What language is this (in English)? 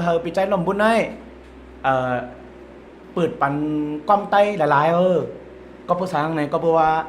Shan